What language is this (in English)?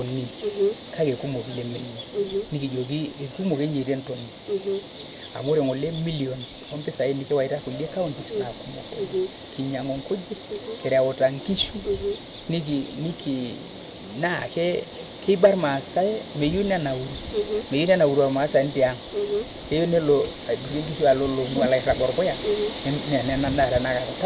Masai